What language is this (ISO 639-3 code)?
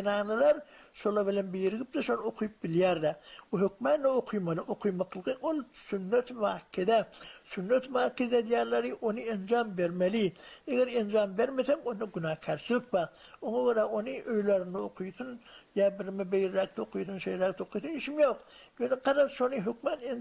tuk